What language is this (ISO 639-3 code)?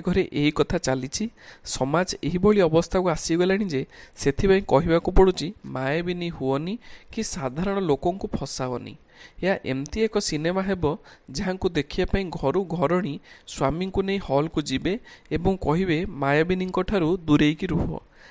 ori